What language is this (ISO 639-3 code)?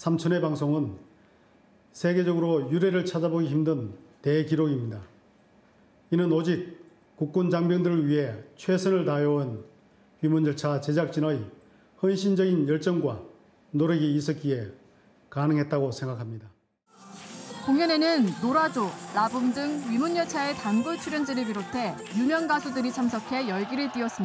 kor